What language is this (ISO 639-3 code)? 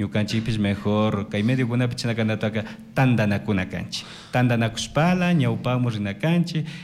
qug